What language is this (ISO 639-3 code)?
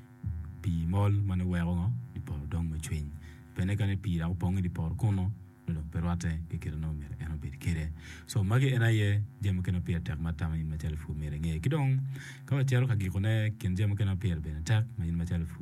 ach